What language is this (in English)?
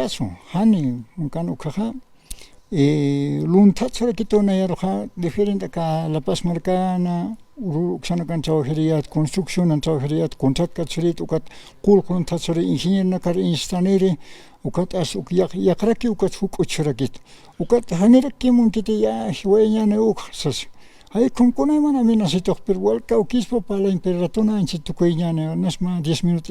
Aymara